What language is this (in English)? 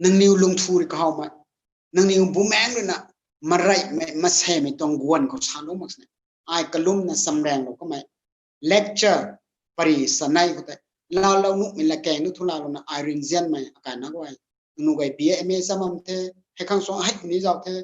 Rongmei Naga